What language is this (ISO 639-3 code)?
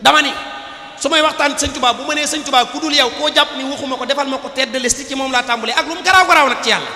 wol